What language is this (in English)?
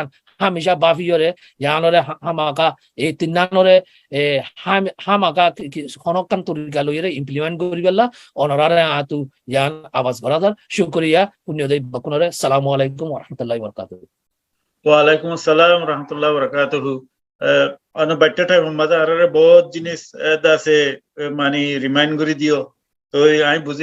Rohingya